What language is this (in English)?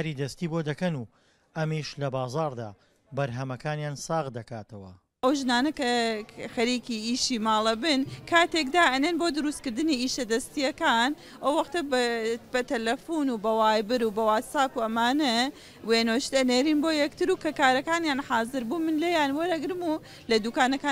Central Kurdish